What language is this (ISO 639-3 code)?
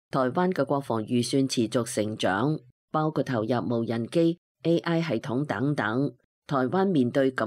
yue